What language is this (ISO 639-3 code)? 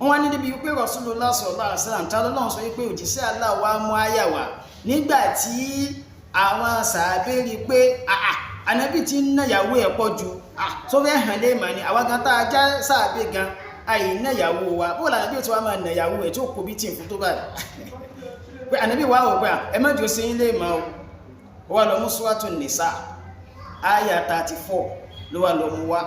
yor